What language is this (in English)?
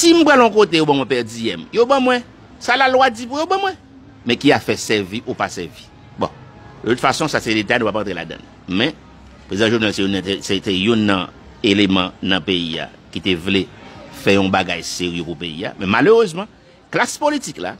Haitian Creole